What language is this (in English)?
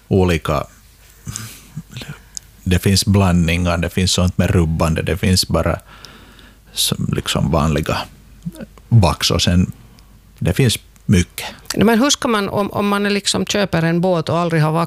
Swedish